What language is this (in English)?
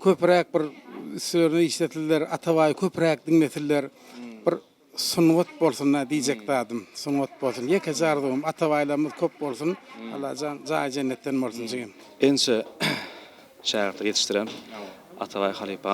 Turkmen